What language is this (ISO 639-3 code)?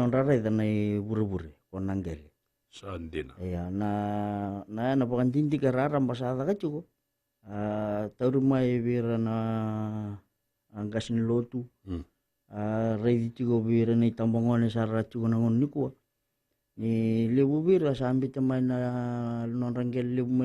fij